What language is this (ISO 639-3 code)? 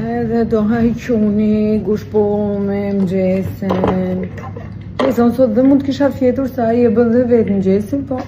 sqi